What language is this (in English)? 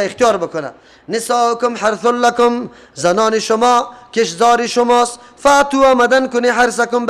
Persian